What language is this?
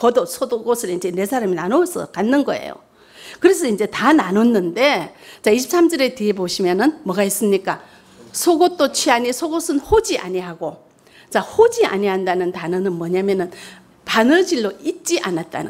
Korean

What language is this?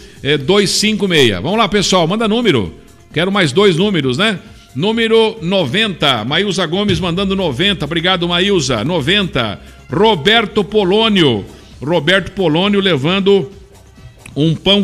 Portuguese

